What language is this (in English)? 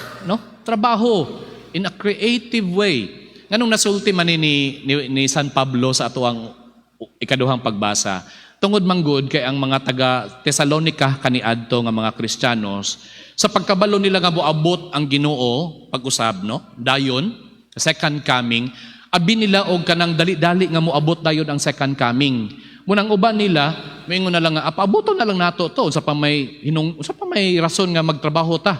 Cebuano